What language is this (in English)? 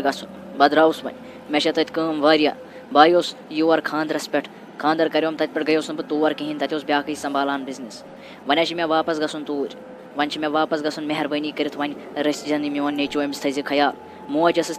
Kashmiri